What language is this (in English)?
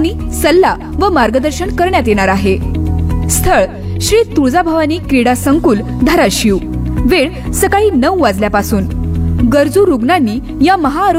Marathi